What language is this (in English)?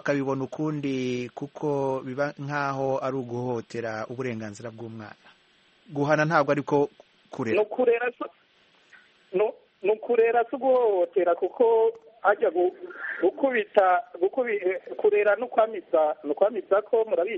Kinyarwanda